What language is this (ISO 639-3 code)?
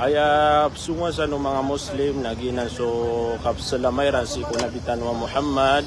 mrw